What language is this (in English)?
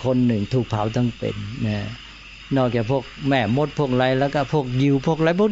Thai